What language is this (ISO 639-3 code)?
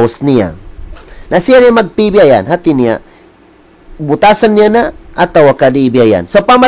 tsg